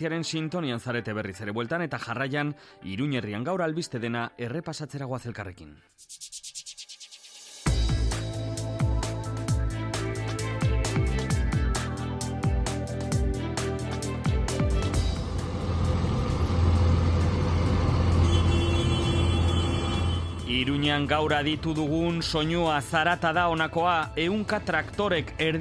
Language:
Basque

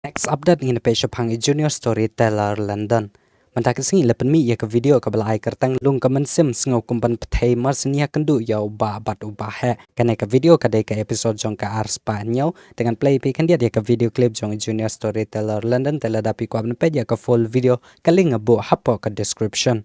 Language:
Khasi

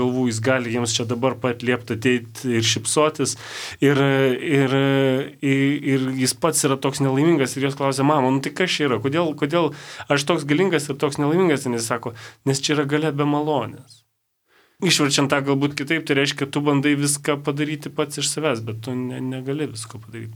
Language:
Lithuanian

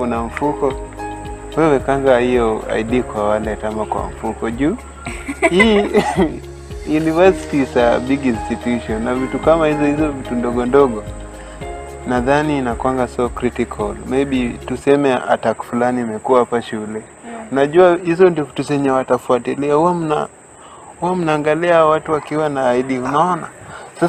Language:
Swahili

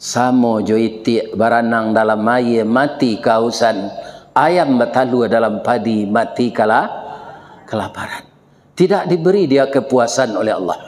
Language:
Minangkabau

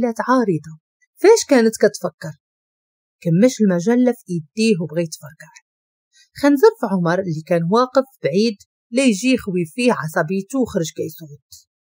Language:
Moroccan Arabic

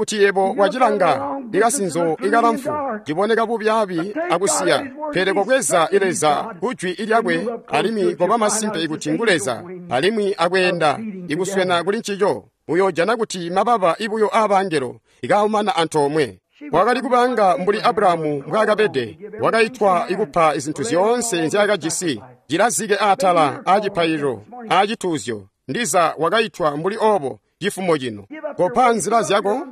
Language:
Tonga (Zambia)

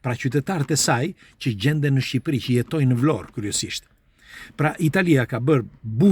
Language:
Albanian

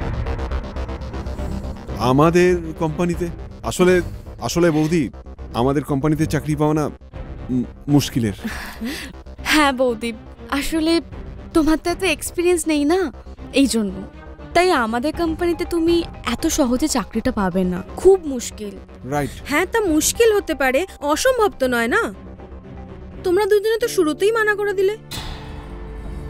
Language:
Bangla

